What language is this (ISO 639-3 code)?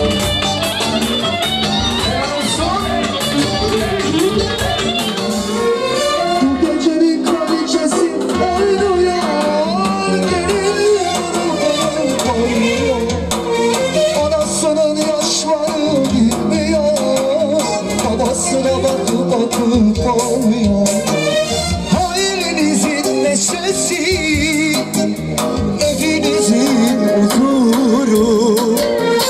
tur